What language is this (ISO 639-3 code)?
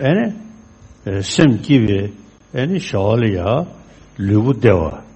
bod